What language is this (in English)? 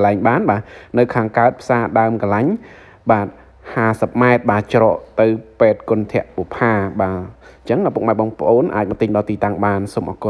Khmer